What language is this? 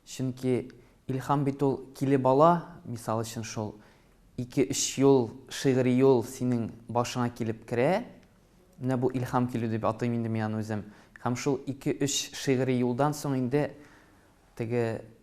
Tatar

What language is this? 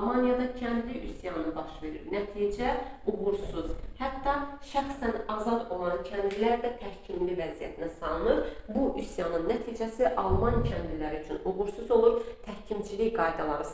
Azerbaijani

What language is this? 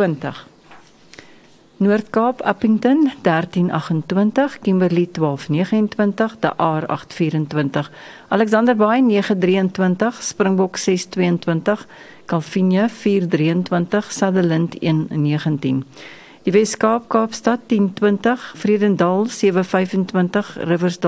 Afrikaans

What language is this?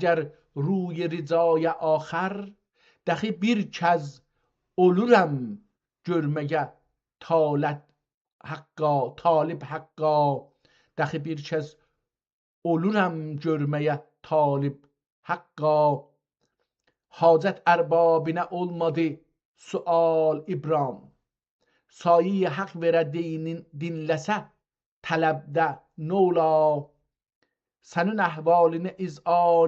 South Azerbaijani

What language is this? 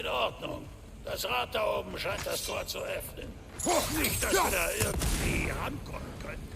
Bavarian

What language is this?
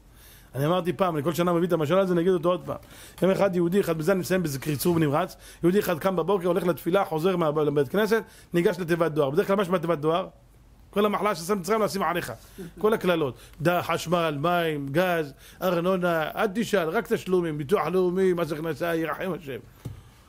Hebrew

